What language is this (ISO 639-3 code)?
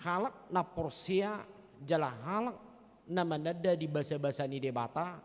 bbc